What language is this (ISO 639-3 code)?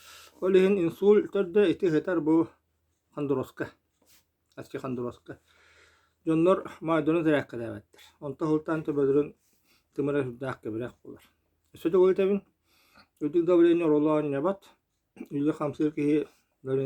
sah